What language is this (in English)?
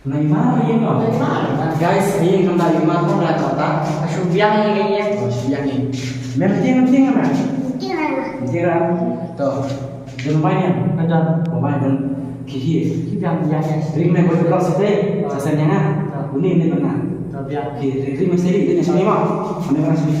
Khasi